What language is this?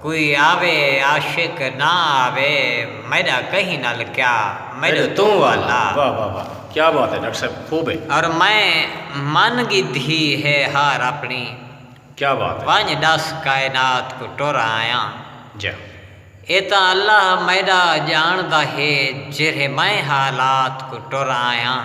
Saraiki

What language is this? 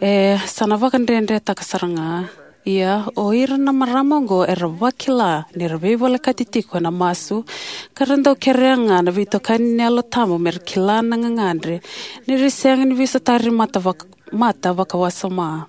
Fijian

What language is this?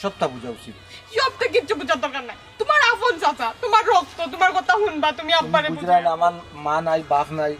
Sylheti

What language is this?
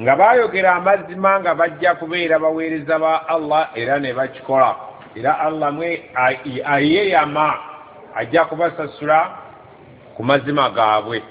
Ganda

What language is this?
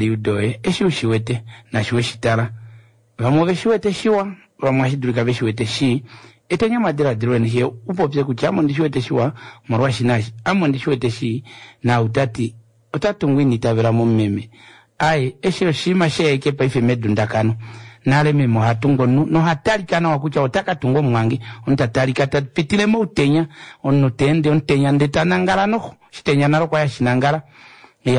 Kuanyama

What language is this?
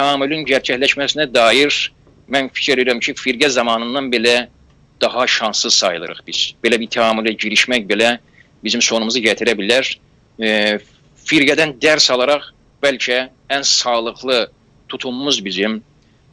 South Azerbaijani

